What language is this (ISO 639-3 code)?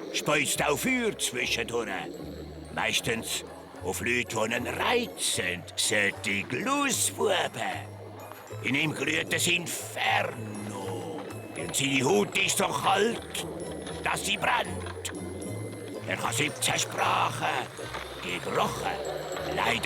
gsw